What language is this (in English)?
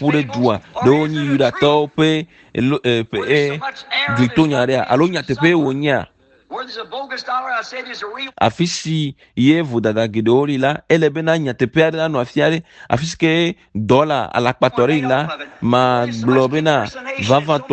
Ewe